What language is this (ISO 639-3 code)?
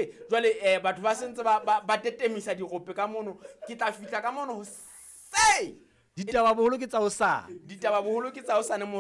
sot